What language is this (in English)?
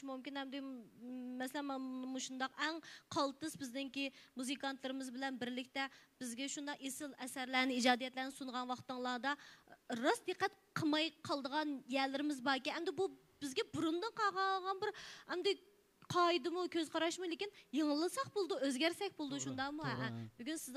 Uyghur